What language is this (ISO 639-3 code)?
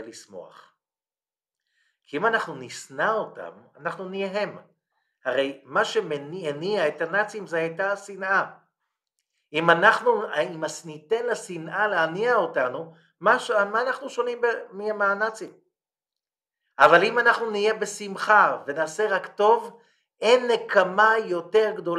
heb